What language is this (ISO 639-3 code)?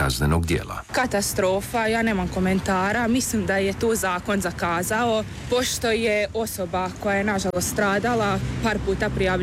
hrv